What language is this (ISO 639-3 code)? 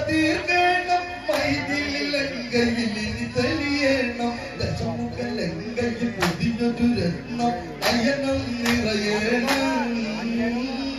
mal